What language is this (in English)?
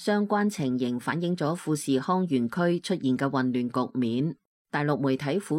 Cantonese